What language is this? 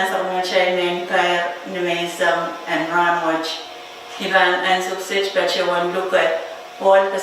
Pohnpeian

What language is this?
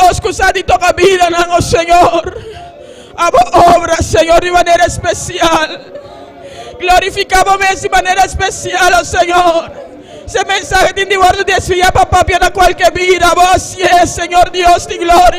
Papiamento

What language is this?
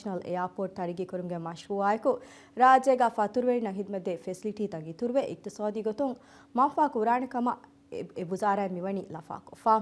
Divehi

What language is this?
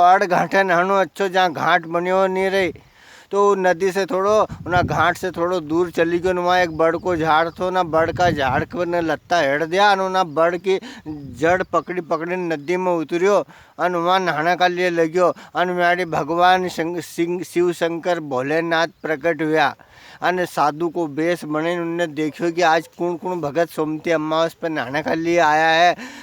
Rajasthani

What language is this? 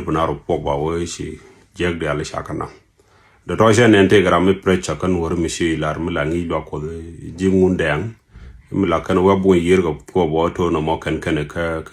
Nuer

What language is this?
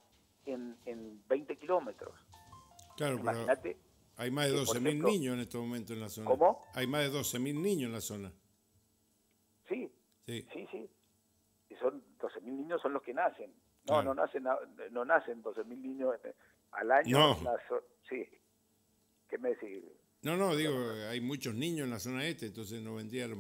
Spanish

